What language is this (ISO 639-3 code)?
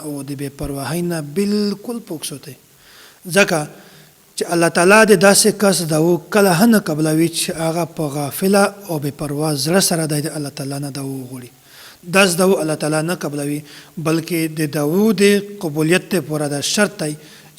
pus